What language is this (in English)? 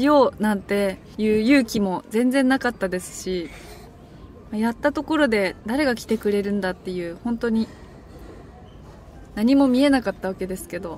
Japanese